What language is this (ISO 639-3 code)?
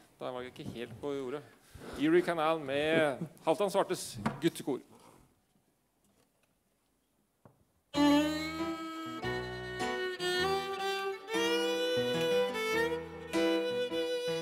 nor